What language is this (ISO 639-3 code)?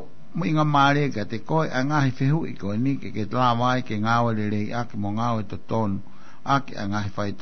ton